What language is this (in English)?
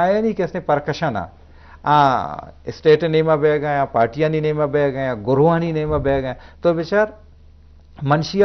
Eastern Balochi